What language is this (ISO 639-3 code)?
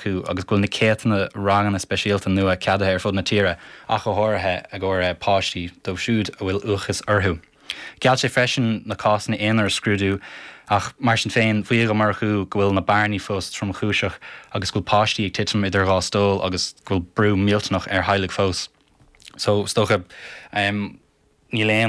gle